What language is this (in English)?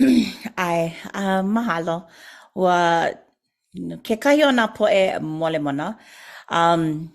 Hawaiian